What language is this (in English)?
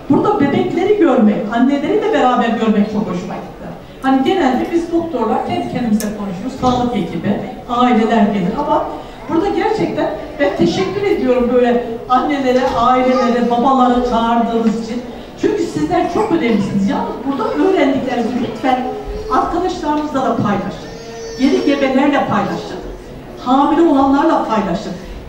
Turkish